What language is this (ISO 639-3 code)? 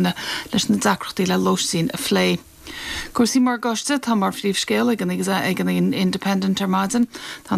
gle